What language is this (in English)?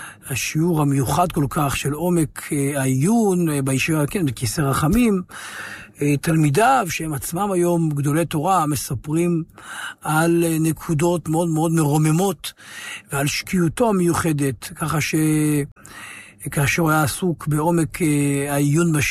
Hebrew